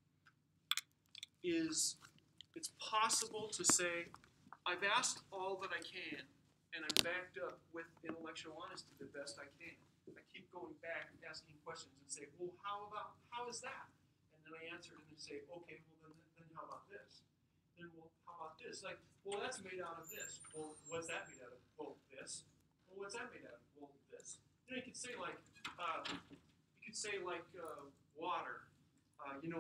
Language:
English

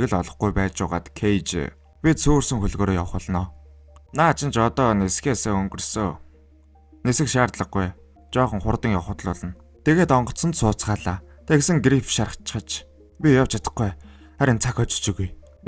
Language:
Mongolian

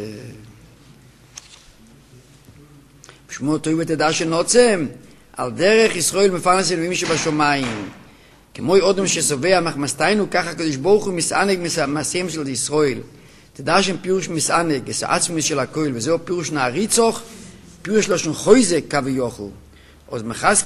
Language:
Hebrew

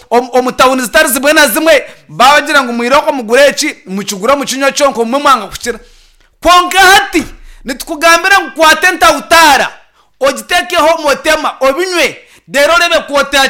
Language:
Nyankole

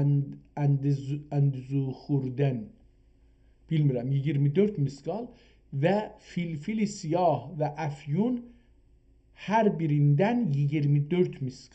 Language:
South Azerbaijani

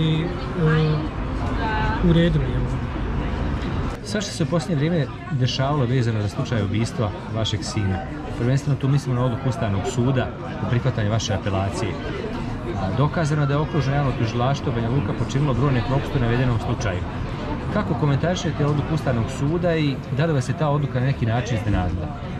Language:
Bosnian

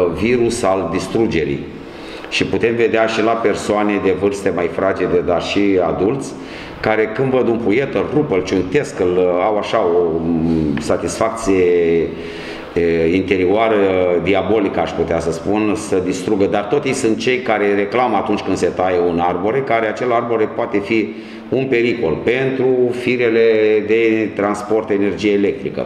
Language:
Romanian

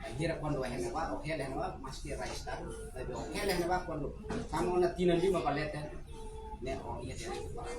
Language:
Tetum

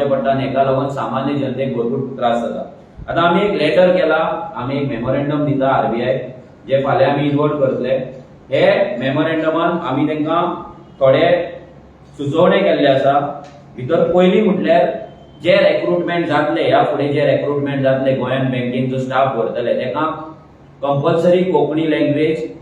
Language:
Konkani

